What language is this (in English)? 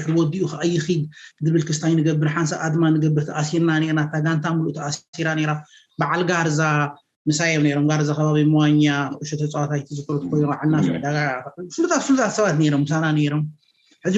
Tigrinya